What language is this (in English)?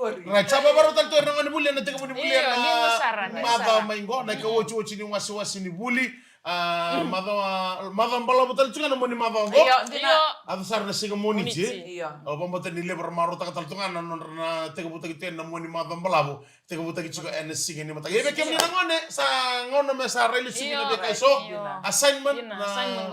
Fijian